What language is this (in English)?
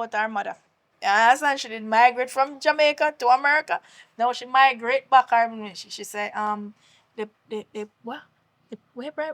Jamaican Creole English